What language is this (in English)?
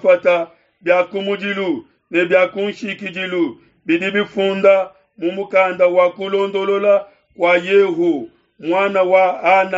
Luba-Lulua